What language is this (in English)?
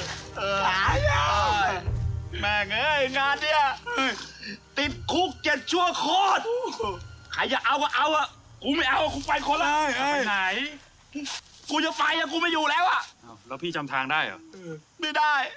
Thai